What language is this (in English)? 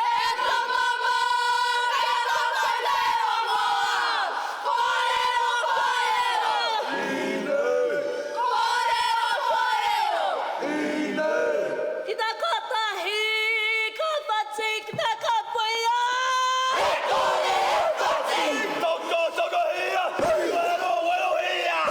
Māori